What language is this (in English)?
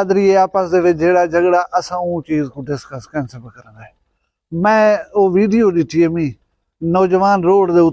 Saraiki